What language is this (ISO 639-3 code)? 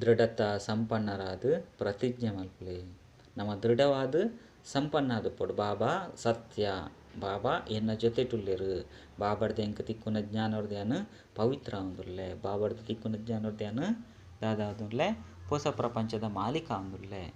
tcy